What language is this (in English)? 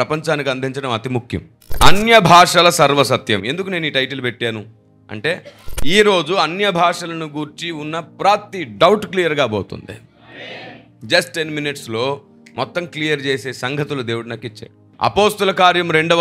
Telugu